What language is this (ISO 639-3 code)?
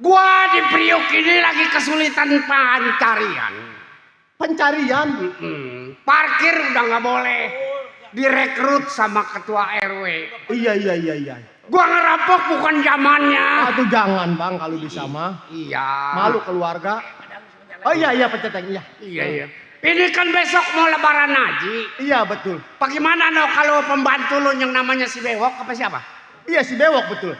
bew